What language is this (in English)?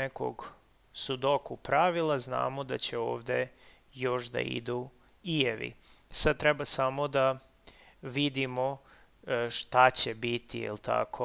Serbian